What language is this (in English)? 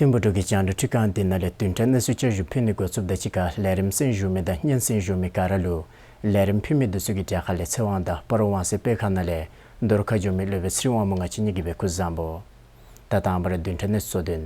Dzongkha